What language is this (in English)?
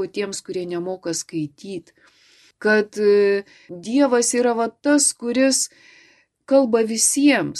Lithuanian